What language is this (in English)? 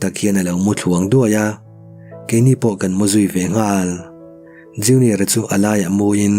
Mizo